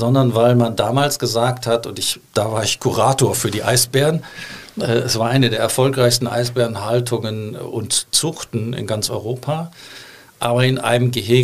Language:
German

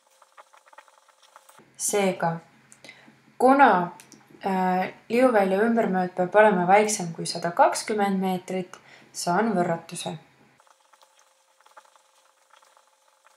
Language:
Estonian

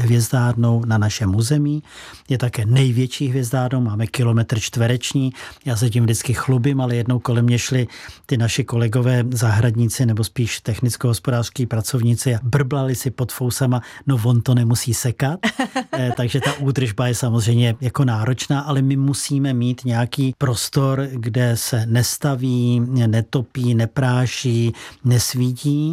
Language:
Czech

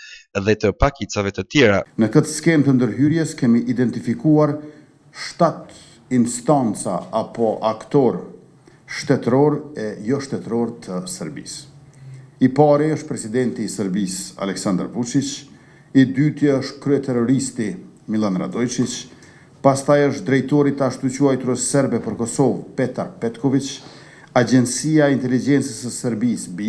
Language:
Albanian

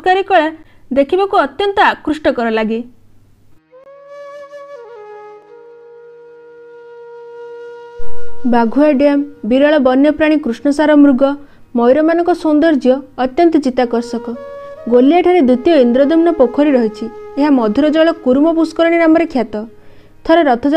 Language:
Odia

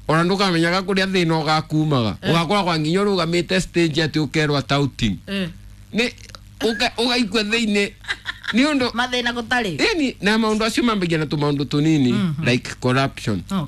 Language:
Kikuyu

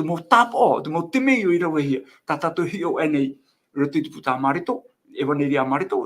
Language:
Tahitian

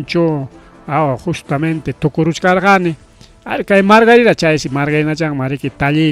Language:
Ayacucho Quechua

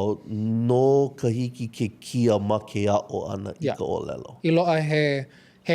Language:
Hawaiian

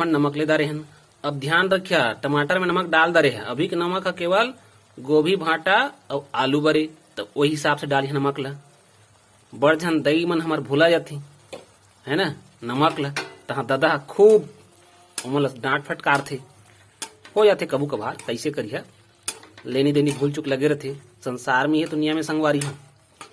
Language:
Chhattisgarhi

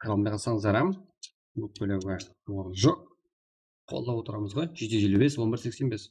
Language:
Kara-Kalpak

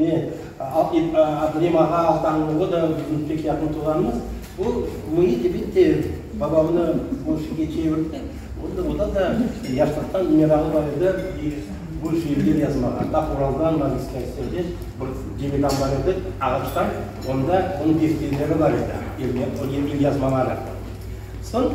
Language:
Crimean Tatar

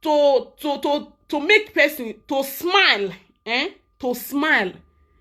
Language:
Nigerian Pidgin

